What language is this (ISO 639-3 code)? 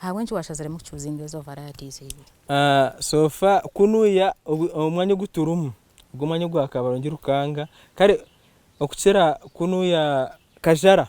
nyn